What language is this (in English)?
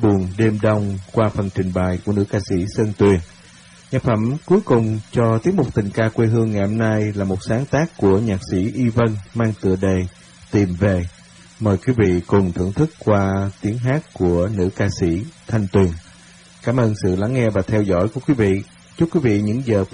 Vietnamese